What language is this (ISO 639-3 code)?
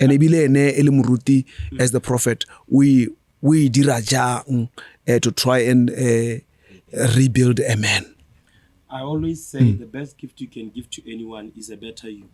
tsn